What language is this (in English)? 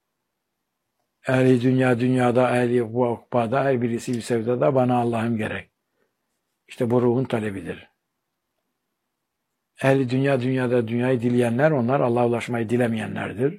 Turkish